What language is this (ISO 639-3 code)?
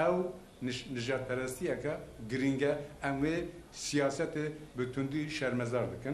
kur